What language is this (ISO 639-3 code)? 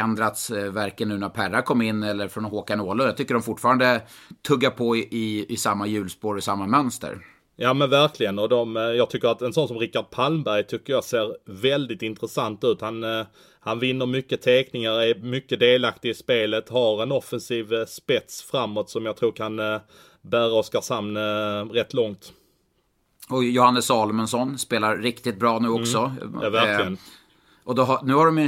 swe